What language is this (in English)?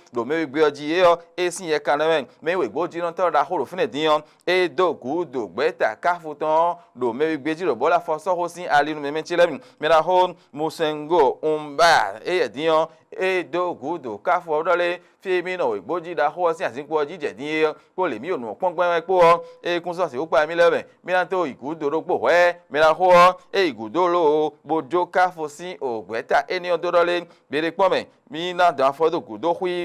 Fon